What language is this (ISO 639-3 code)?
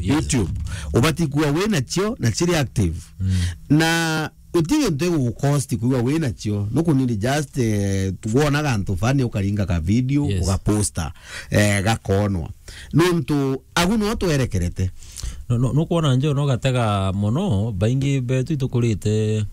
mer